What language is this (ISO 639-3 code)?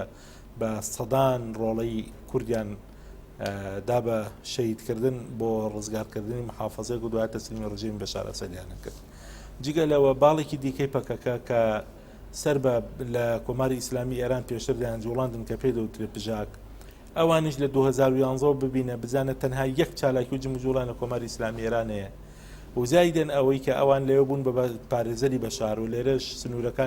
ckb